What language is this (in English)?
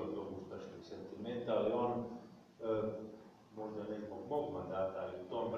Croatian